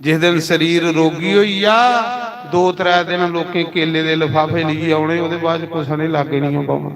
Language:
Dogri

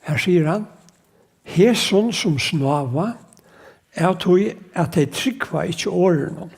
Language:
Faroese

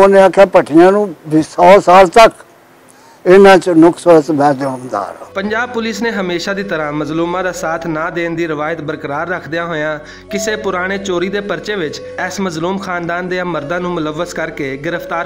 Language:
Western Panjabi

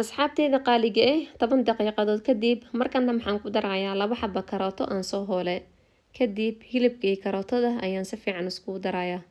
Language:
Somali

